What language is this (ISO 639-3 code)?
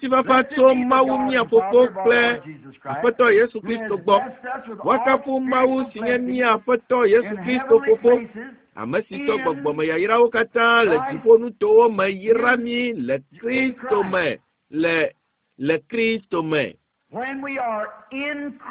ewe